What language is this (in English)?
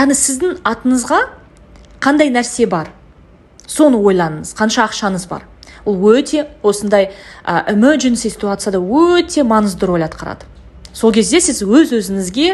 Kazakh